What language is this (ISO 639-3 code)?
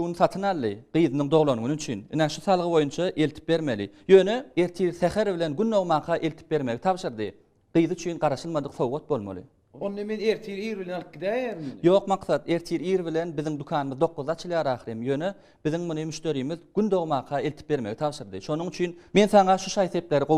tuk